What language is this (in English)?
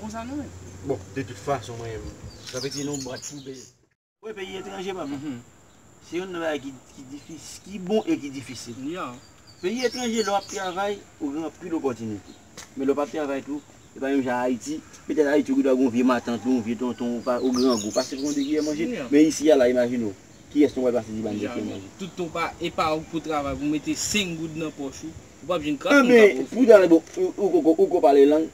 Haitian Creole